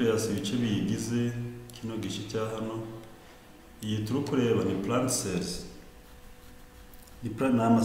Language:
Kinyarwanda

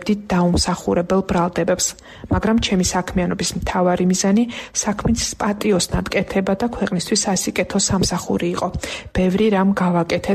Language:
Georgian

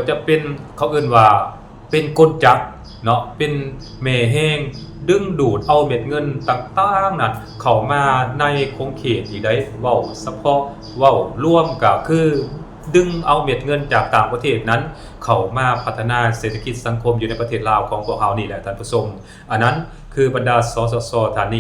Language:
Lao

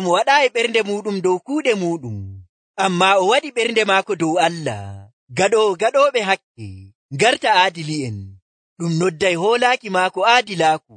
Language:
Nigerian Fulfulde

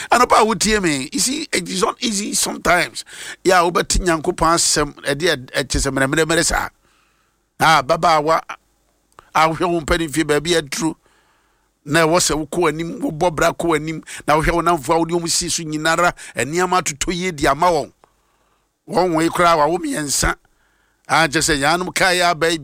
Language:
Akan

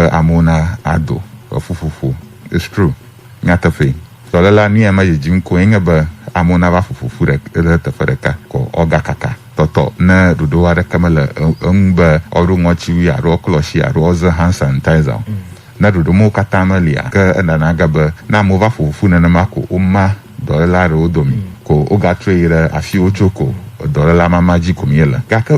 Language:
Ewe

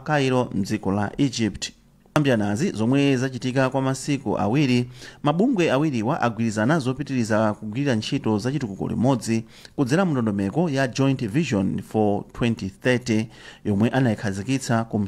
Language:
Nyanja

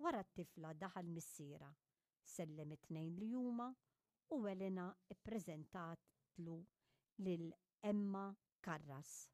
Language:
Maltese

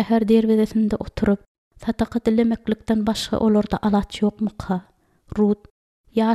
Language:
Turkmen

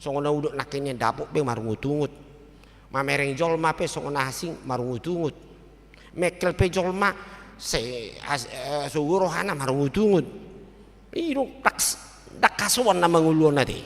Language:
Batak Toba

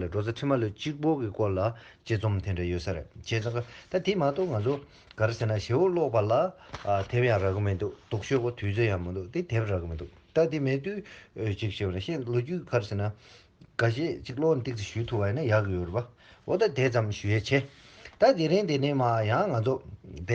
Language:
Tibetan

